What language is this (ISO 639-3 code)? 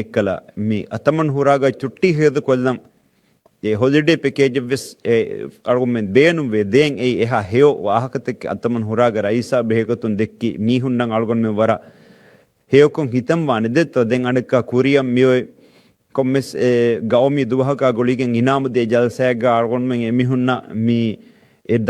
div